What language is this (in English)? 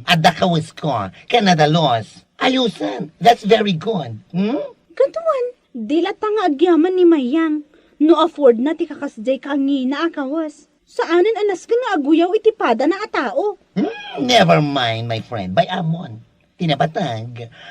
Iloko